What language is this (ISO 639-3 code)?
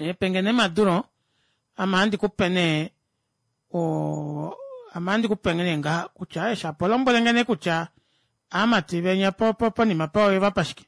kua